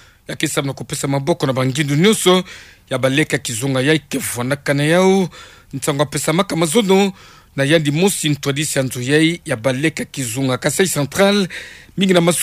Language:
Kituba (Democratic Republic of Congo)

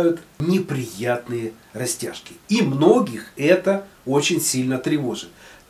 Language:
Russian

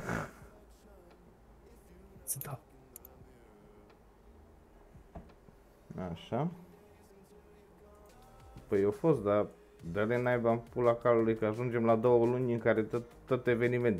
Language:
Romanian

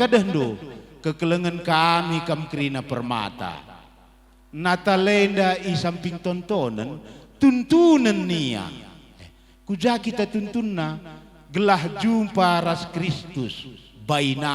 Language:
Batak Karo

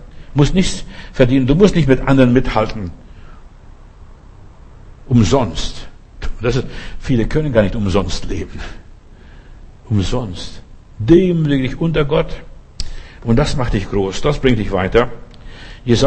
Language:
German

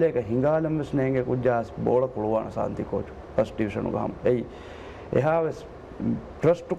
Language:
Divehi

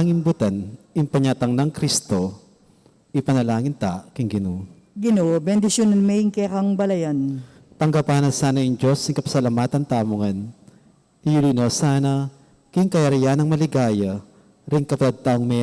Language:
Pampanga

